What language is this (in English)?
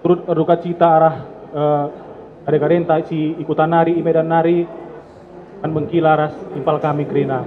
Batak Karo